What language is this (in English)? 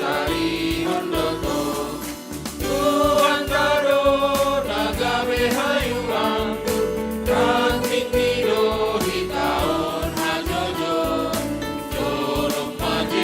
Batak Simalungun